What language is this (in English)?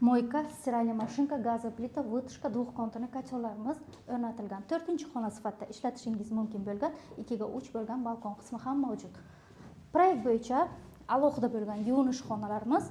Uzbek